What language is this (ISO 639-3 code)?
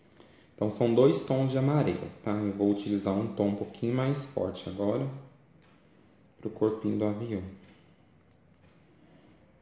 por